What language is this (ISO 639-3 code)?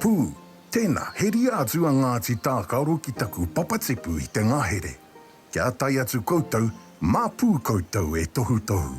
mri